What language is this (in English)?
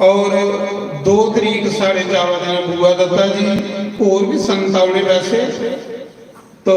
Dogri